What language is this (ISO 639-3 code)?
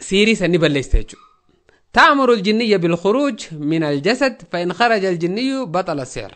orm